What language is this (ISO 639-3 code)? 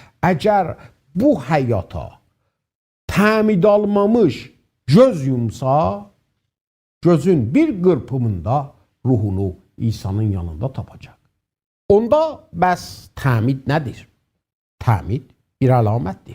azb